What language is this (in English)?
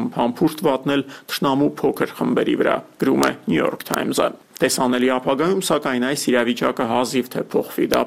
Armenian